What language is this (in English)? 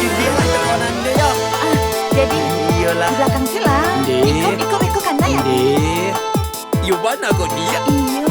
Minangkabau